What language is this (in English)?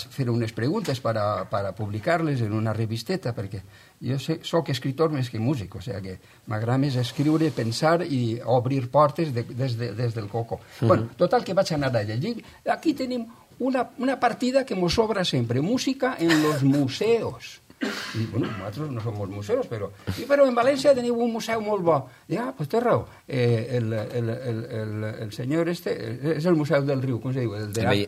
Catalan